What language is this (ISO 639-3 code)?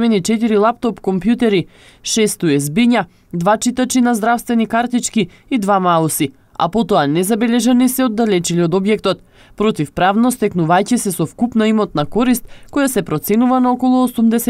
mkd